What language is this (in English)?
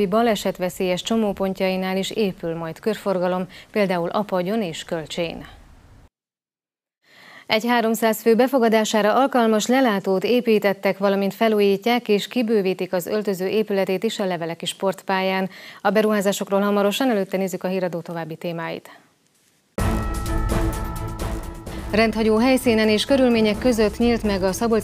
Hungarian